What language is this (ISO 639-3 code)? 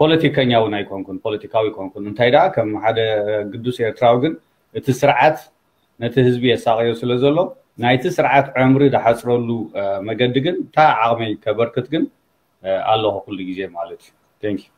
tir